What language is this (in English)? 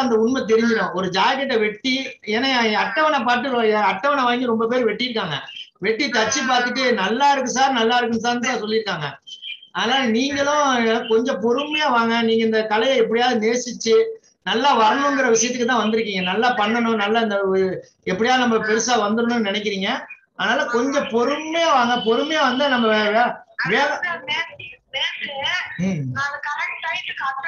Tamil